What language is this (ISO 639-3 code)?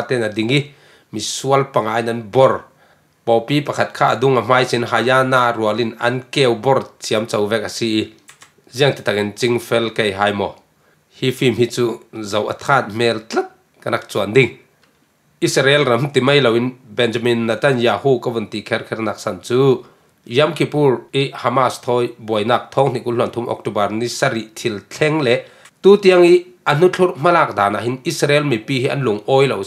cfm